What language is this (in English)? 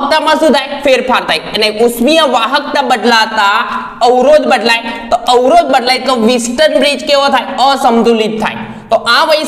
Gujarati